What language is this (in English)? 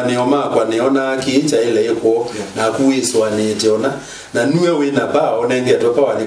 Kamba